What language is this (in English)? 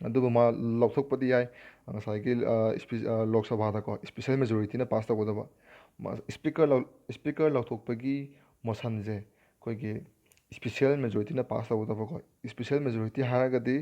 Manipuri